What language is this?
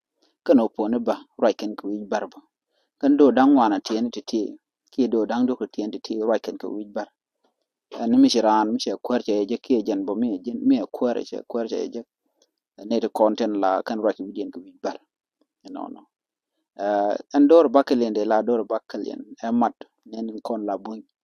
Nuer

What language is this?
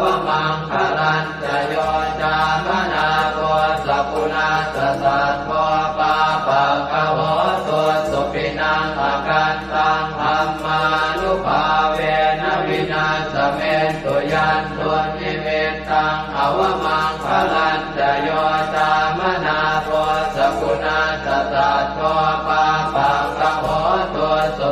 Pali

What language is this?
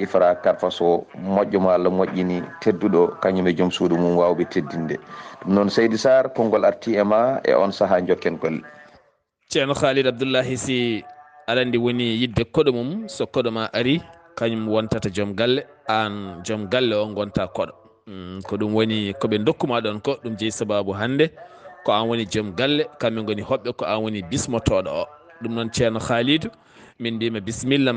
Fula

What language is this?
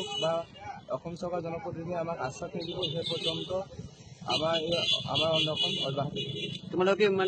Assamese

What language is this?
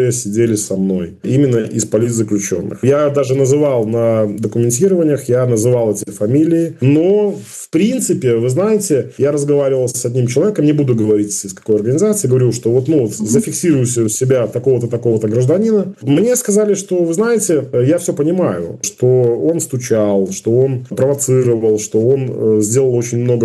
Russian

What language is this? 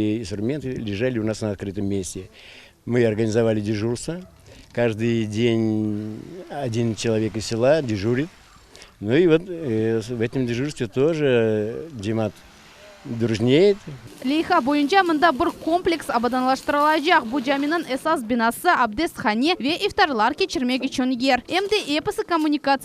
Crimean Tatar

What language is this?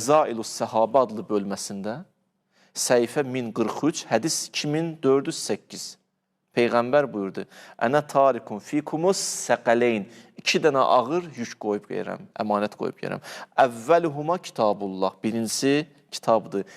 Azerbaijani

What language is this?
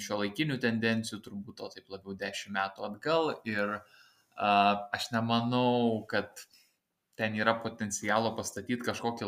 Lithuanian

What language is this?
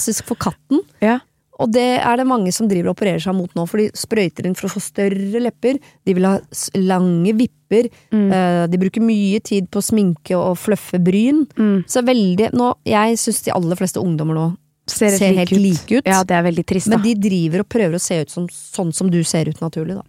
Norwegian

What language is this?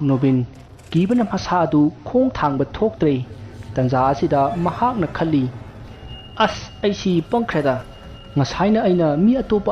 Manipuri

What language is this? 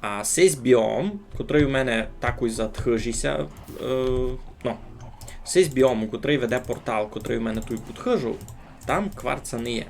Rusyn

